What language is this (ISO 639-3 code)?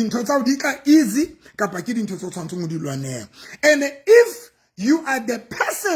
sot